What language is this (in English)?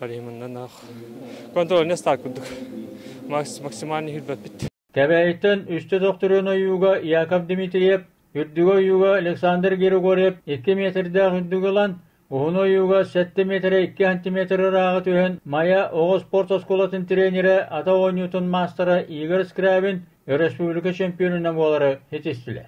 Yakut